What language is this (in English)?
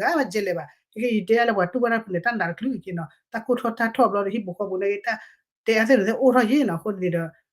S'gaw Karen